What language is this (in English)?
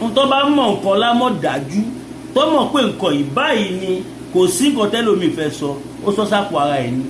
Yoruba